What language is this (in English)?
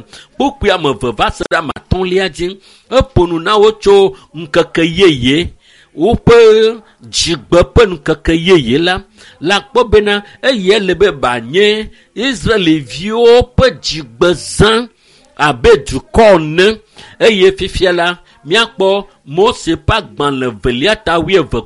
Ewe